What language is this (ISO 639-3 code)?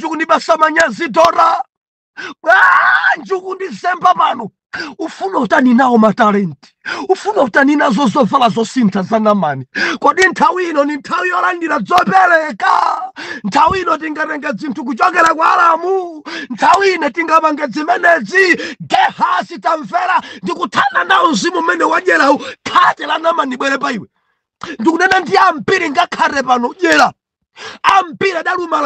nya